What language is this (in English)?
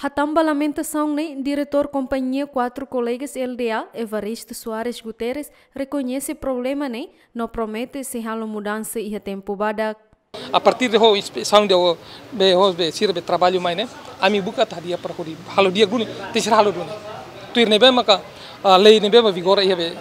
Tetum